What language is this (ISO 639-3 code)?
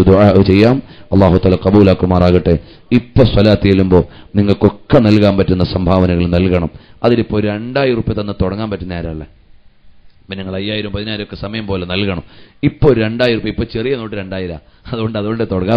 mal